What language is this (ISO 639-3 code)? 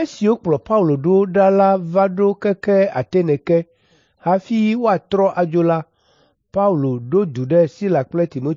ewe